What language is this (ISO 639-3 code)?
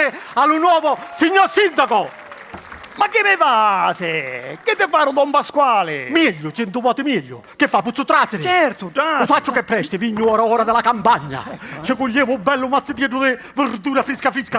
scn